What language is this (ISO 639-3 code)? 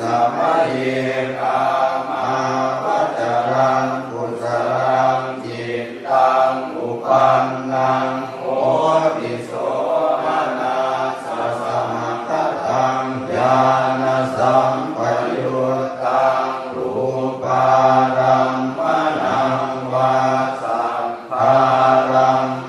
pli